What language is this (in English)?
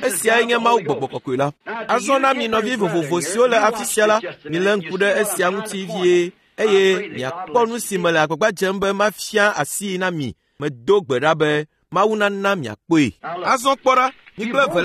Ewe